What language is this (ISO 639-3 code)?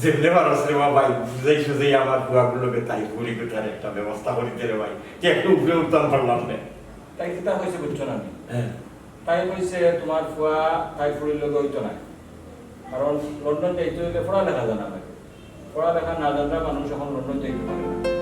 syl